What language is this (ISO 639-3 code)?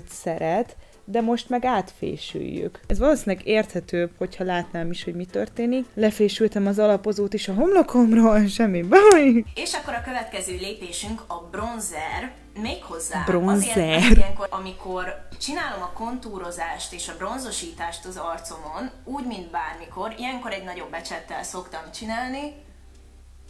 hun